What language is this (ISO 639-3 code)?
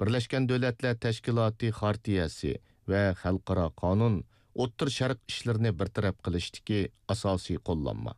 uig